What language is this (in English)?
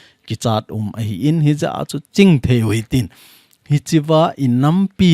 Thado Chin